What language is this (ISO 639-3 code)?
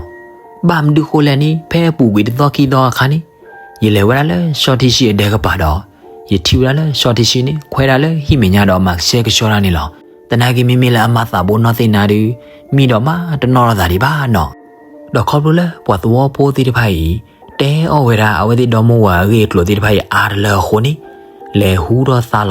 ksw